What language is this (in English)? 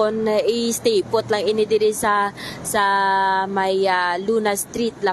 Hiligaynon